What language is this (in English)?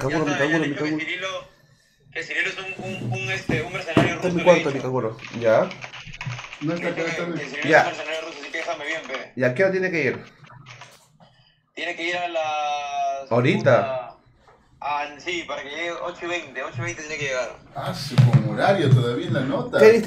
Spanish